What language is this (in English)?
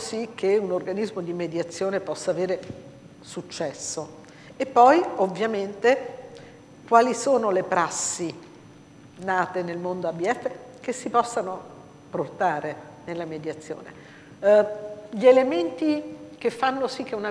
Italian